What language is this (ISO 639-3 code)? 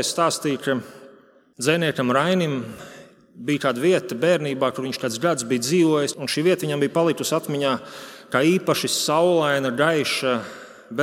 lav